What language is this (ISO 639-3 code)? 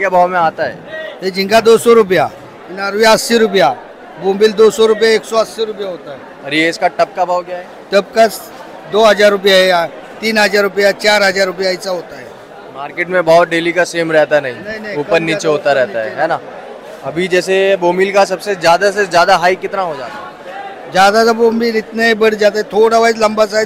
hin